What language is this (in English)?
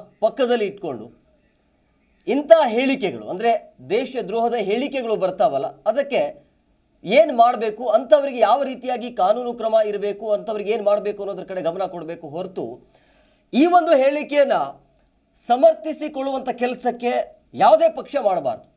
Kannada